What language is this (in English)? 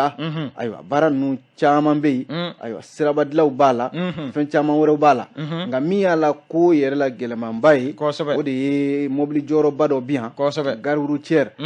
Bambara